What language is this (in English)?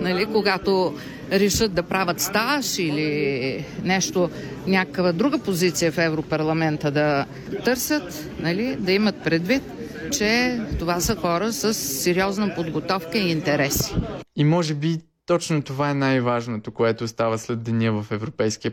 Bulgarian